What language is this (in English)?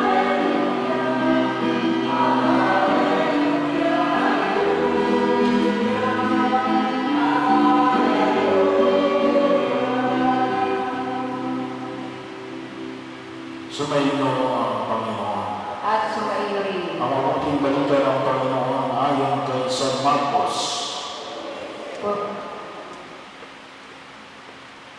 Filipino